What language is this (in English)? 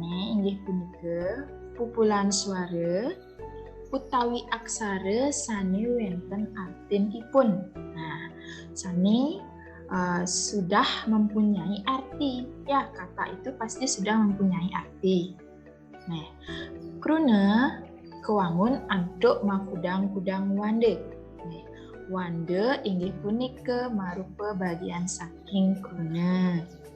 Balinese